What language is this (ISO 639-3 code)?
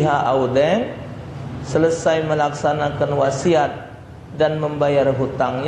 mui